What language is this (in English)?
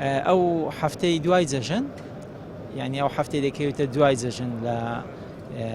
Central Kurdish